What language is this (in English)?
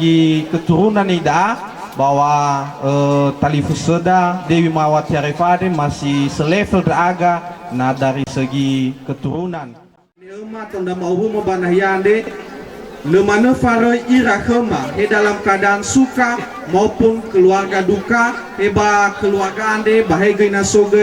Nias